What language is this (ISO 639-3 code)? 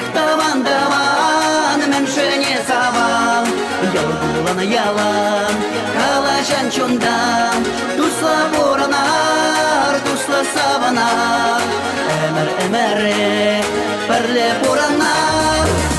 chv